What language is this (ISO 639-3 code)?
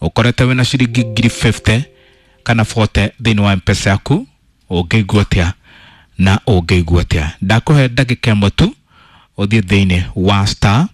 kik